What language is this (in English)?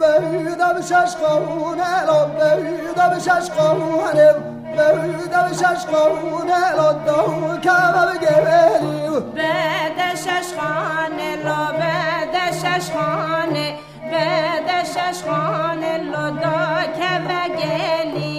Kurdish